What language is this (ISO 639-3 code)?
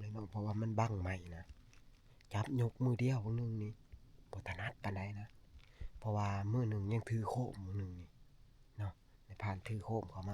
tts